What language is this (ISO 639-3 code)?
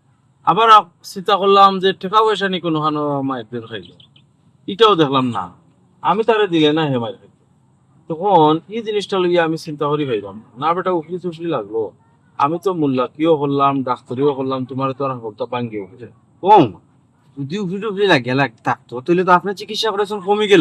syl